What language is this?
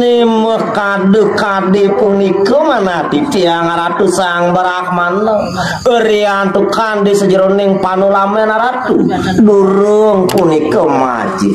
Balinese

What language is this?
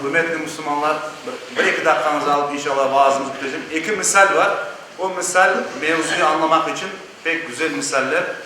Crimean Tatar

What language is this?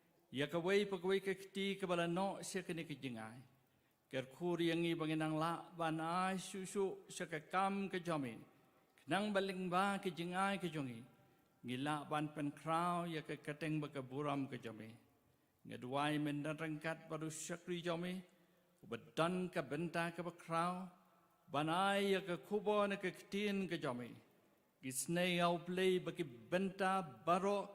Khasi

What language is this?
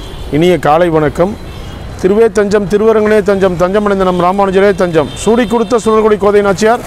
Tamil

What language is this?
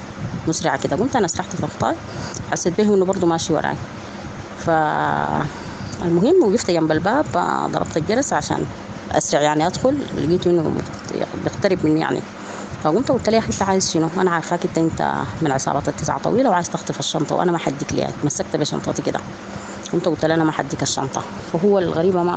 Sudanese Arabic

